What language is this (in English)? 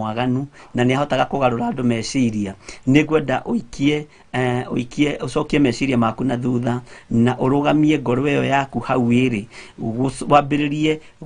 Kikuyu